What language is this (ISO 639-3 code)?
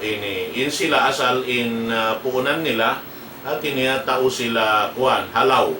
tsg